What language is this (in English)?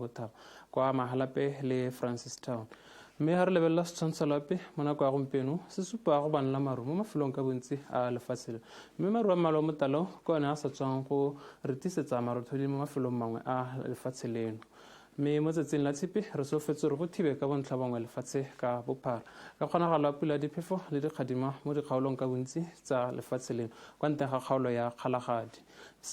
Tswana